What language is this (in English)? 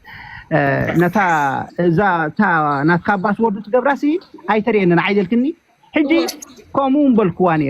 Tigrinya